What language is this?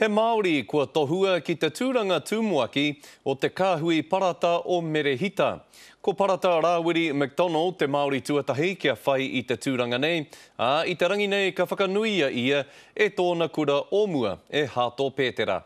Māori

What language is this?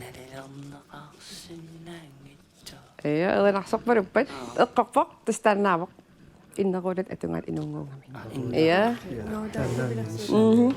Kalaallisut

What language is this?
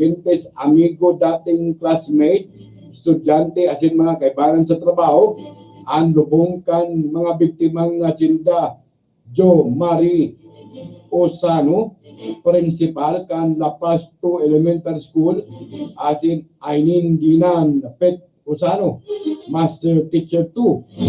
Bikol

